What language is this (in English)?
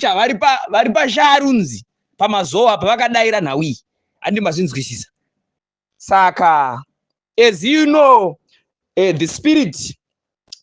Shona